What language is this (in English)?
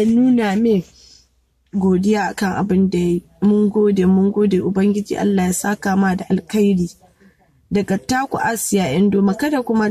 Hausa